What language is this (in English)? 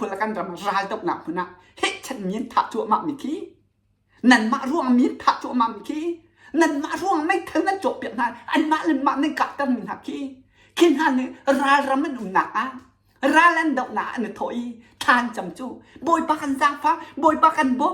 Hakha Chin